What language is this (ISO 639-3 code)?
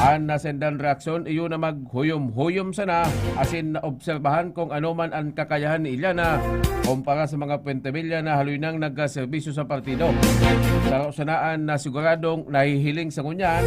bik